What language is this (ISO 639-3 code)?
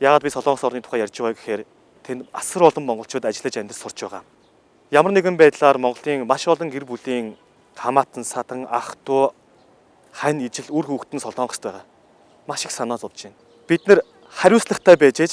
mon